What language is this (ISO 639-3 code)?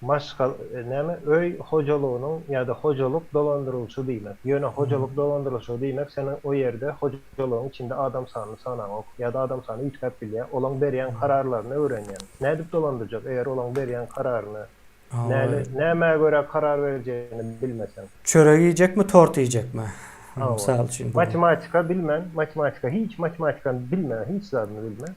tuk